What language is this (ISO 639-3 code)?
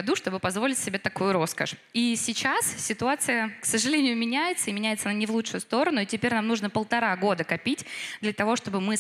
rus